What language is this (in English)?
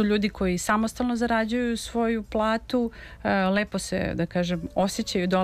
Serbian